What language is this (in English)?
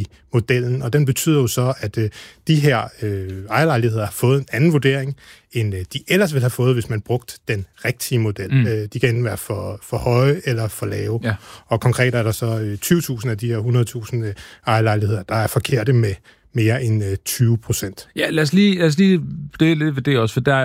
Danish